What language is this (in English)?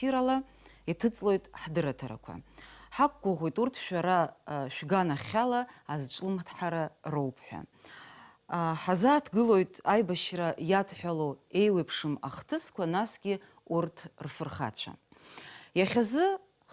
Abkhazian